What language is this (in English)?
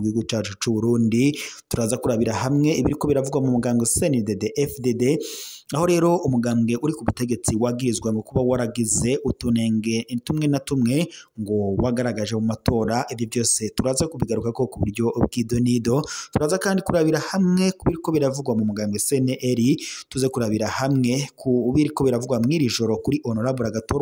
Rundi